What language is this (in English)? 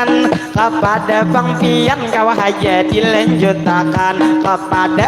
Banjar